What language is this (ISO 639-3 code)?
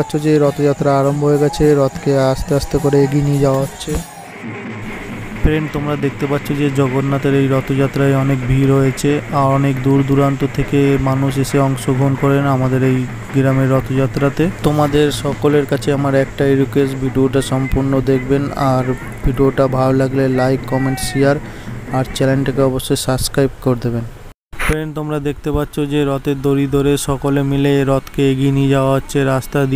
ben